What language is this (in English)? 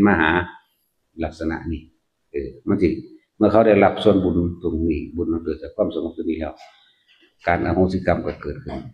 Northeastern Thai